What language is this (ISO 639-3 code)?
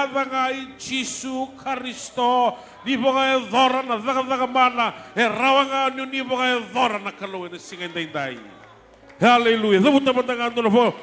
fij